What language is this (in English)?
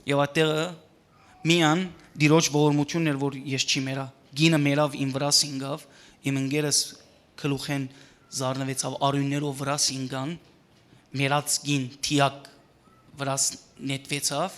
Western Armenian